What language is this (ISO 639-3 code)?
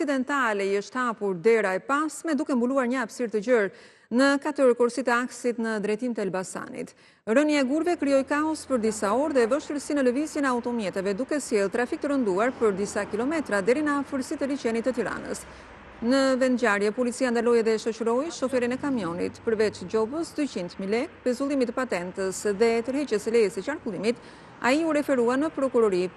sqi